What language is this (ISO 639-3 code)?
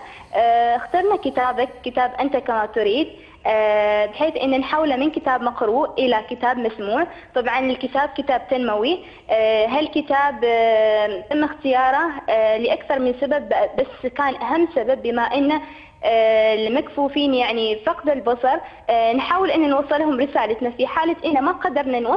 ara